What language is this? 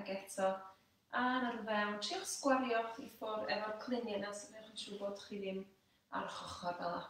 Welsh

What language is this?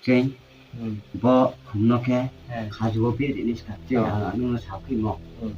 Riang (India)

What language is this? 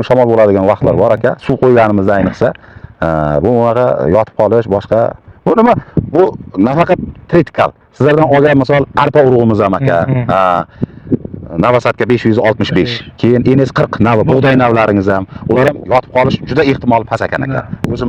Uzbek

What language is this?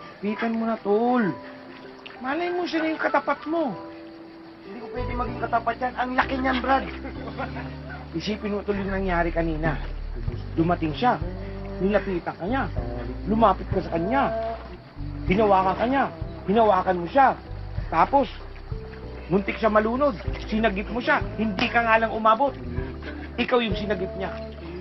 Filipino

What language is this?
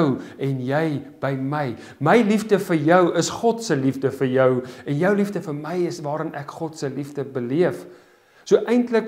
Afrikaans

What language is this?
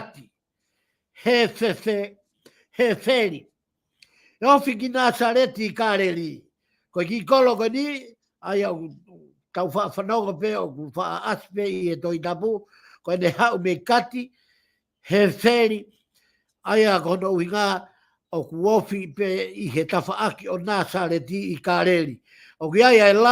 Tongan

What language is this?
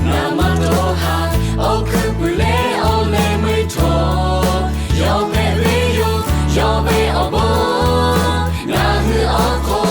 Lahu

